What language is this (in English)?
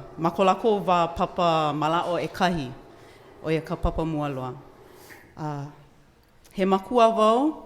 Hawaiian